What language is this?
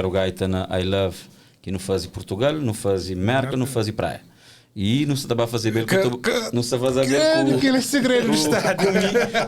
Kabuverdianu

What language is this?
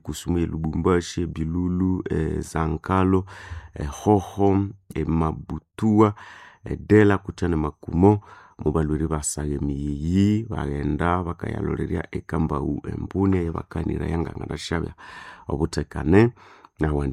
Nande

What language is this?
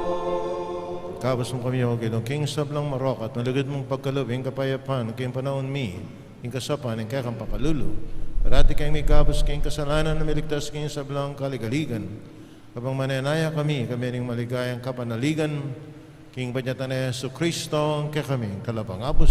Pampanga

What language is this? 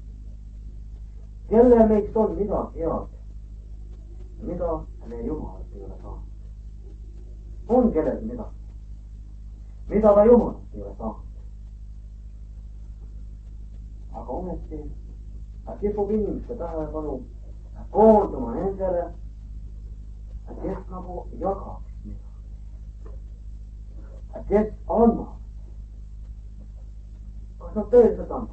Estonian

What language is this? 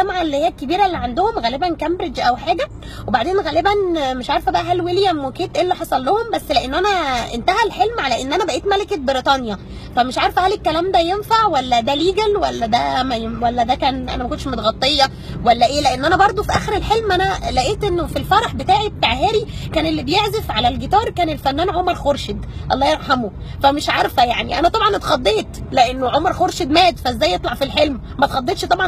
Egyptian Arabic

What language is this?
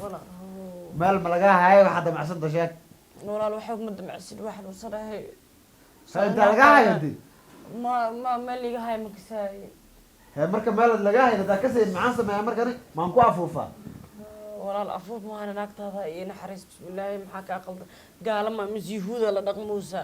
Somali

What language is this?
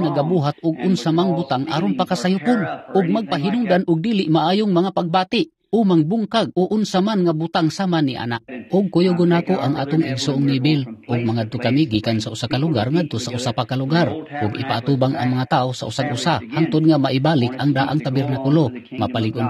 Cebuano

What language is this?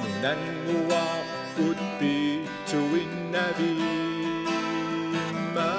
Kalaallisut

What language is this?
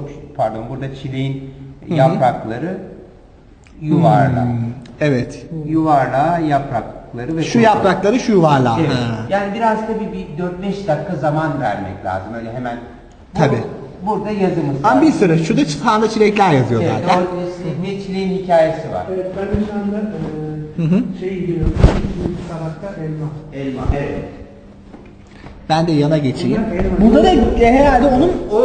Turkish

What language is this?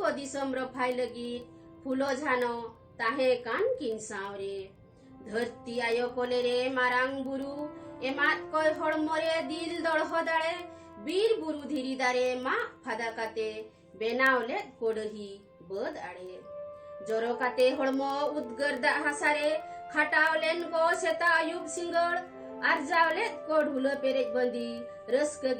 Santali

